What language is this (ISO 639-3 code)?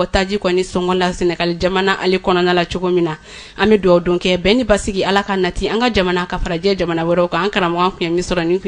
bam